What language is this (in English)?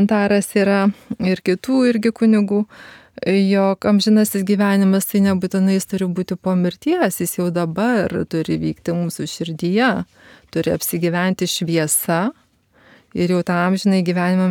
Lithuanian